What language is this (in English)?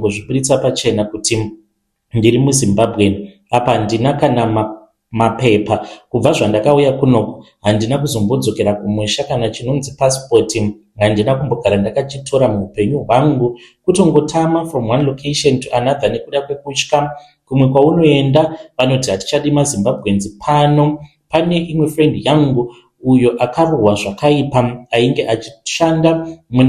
Shona